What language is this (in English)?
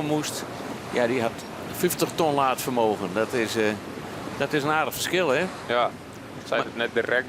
Western Frisian